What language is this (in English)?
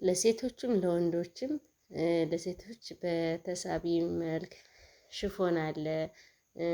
Amharic